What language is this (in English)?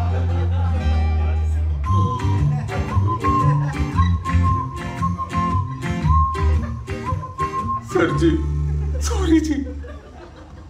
Hindi